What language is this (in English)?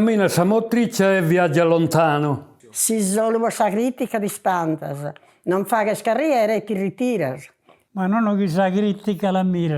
Sardinian